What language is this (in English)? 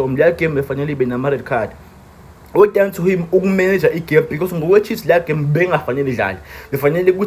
Zulu